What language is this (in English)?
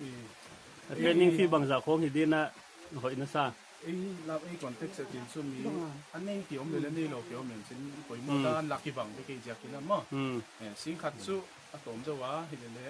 Paite Chin